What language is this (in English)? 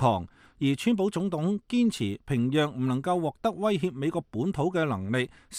Cantonese